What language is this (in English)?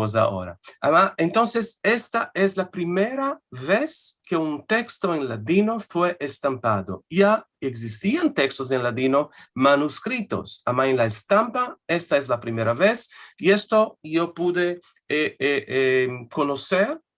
Ladino